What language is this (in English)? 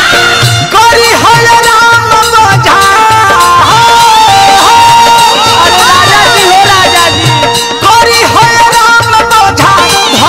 Bhojpuri